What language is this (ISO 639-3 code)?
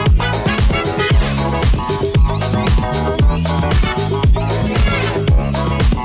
ind